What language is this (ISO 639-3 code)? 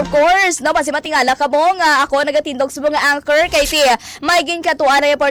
hil